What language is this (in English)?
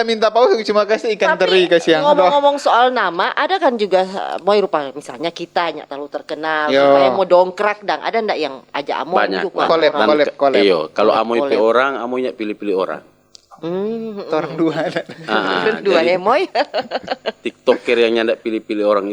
Manado Malay